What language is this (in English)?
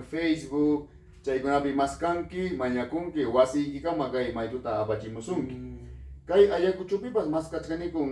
Ayacucho Quechua